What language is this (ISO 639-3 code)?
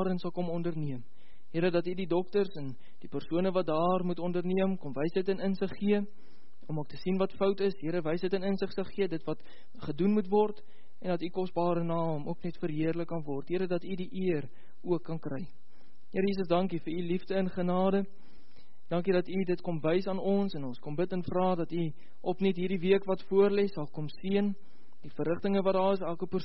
afr